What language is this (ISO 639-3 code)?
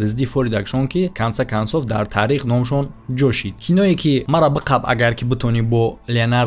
tgk